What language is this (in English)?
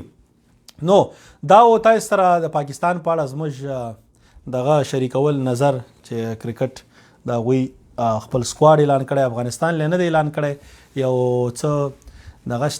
Pashto